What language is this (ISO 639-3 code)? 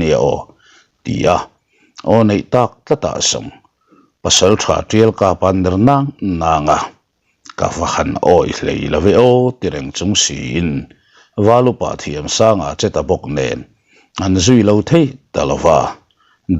lus